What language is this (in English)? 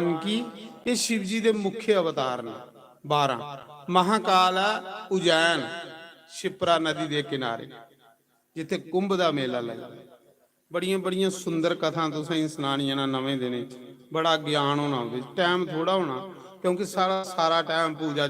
Dogri